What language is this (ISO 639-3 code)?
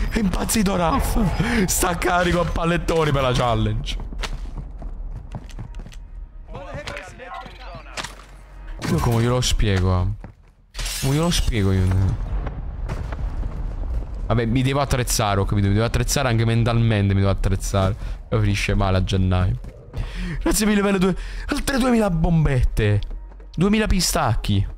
ita